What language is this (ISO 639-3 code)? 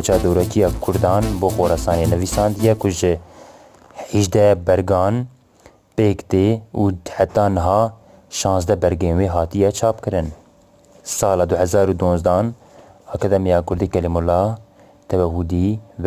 kur